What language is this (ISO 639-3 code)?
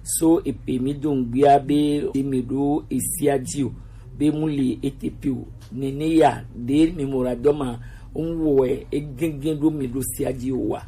gej